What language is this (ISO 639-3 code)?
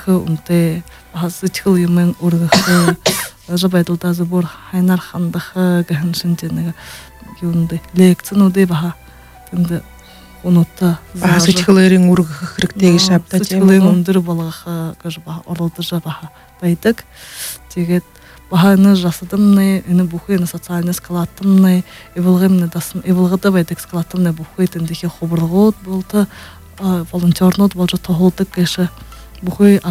bua